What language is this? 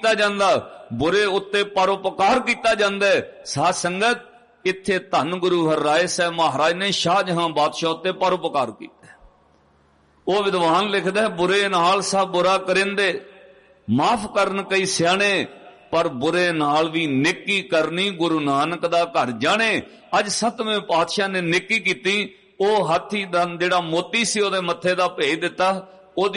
Punjabi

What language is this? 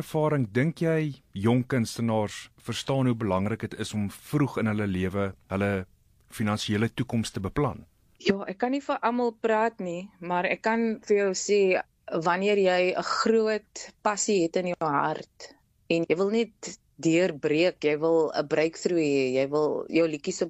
Afrikaans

